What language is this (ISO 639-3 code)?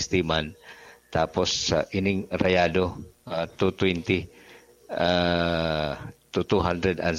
bik